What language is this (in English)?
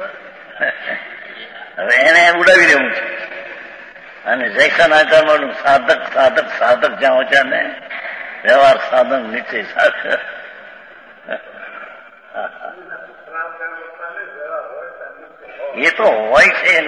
Gujarati